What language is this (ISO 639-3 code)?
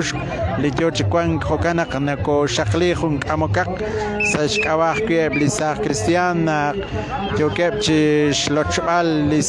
kek